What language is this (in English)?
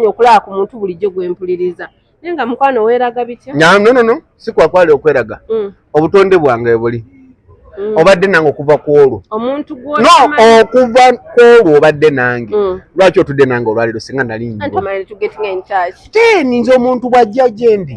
Ganda